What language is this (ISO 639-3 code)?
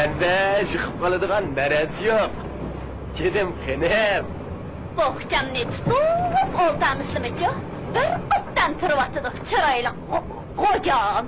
uig